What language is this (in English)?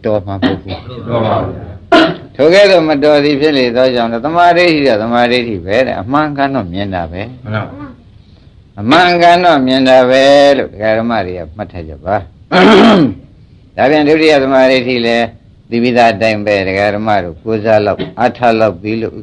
Burmese